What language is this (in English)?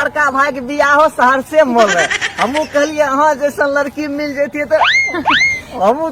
Maithili